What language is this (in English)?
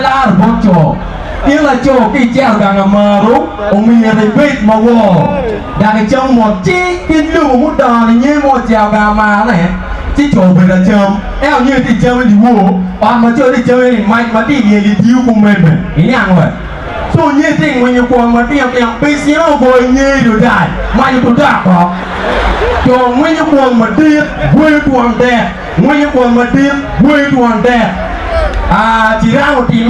Acoli